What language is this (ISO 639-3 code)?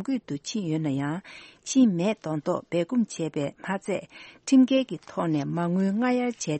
bod